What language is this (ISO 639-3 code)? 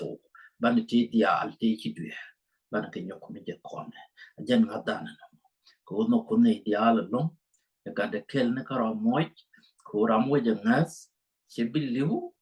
nus